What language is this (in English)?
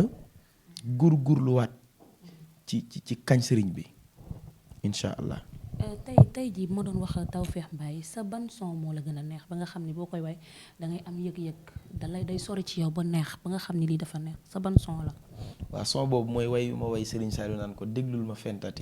Wolof